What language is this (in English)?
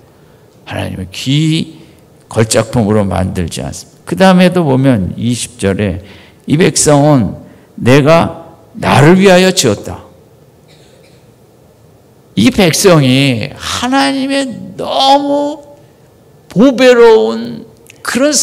Korean